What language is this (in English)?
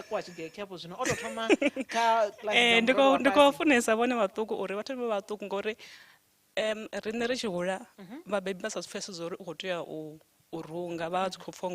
Venda